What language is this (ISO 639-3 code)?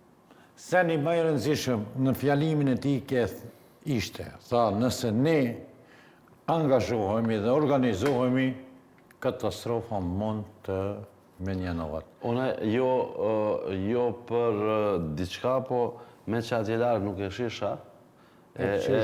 sqi